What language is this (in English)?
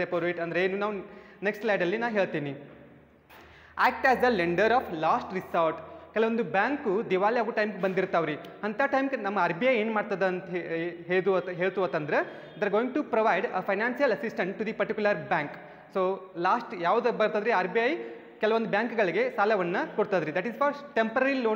Kannada